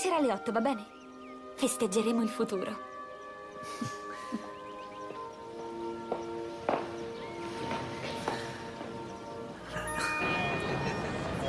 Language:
Italian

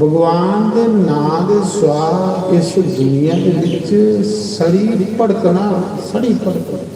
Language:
Dogri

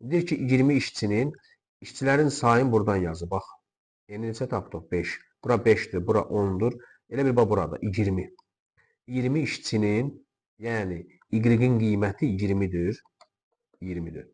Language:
Azerbaijani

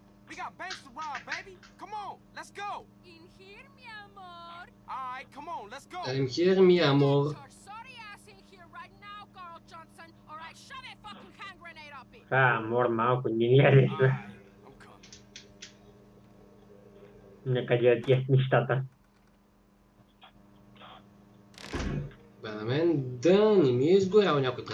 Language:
Bulgarian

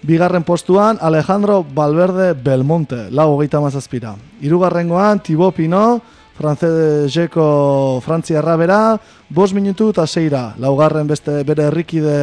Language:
Basque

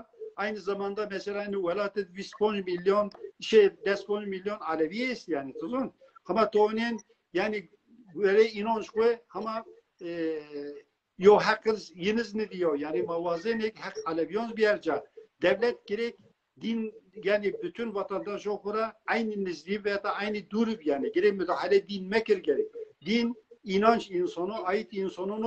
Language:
Zaza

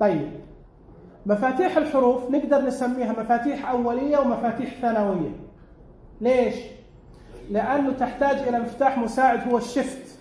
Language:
Najdi Arabic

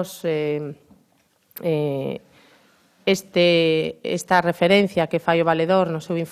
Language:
Galician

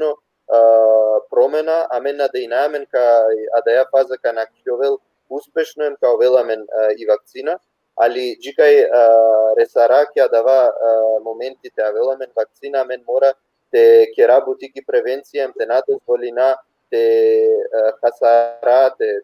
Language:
Balkan Romani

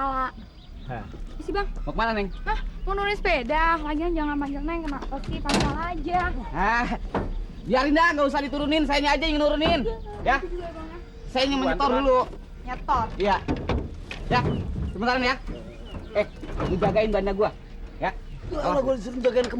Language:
Betawi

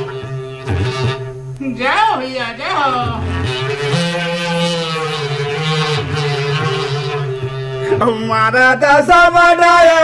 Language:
Chhattisgarhi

